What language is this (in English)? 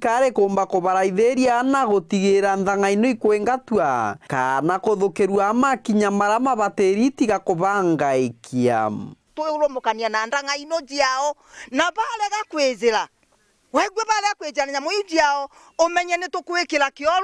Meru